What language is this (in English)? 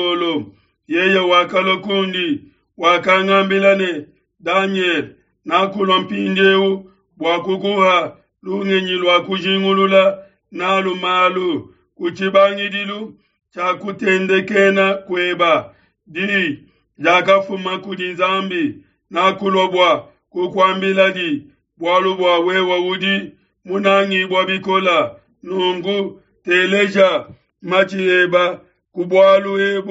Luba-Lulua